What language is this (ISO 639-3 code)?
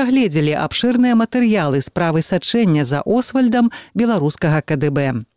bel